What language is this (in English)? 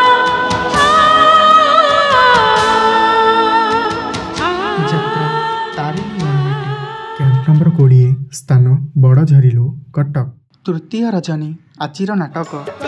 Odia